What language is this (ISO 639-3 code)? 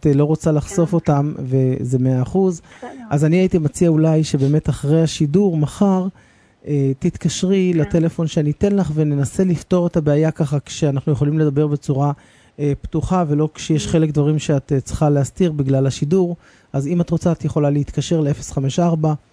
heb